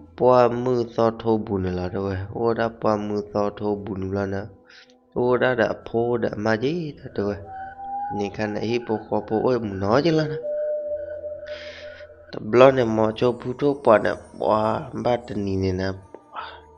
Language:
S'gaw Karen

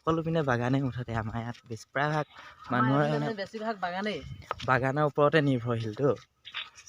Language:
Assamese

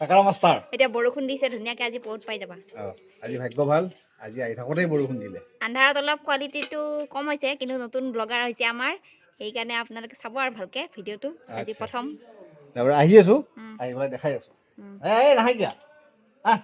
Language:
Assamese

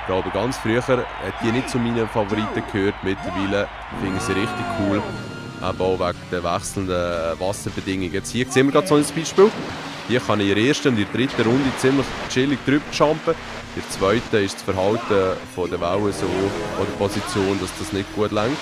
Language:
Swiss German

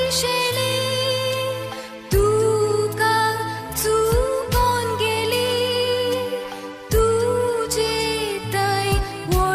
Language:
Konkani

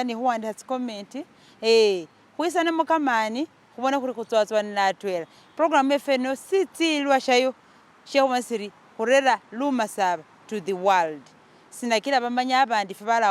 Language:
Masaaba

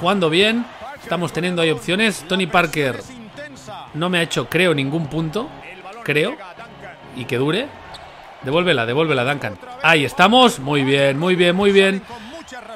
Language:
Spanish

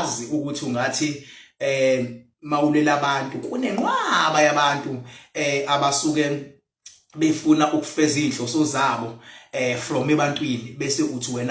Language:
Zulu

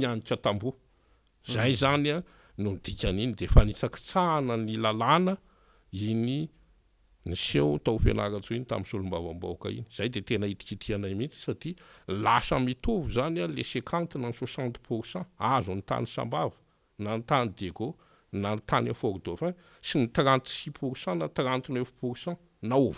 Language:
Malagasy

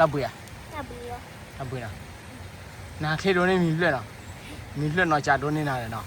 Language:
S'gaw Karen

